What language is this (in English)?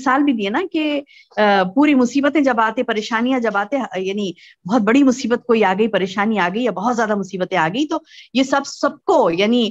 Urdu